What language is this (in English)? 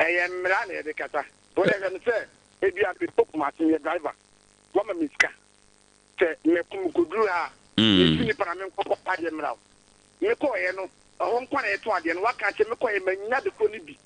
Akan